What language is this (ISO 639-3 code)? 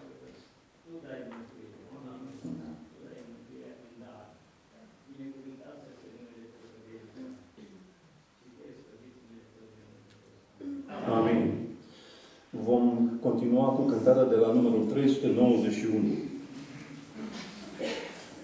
ron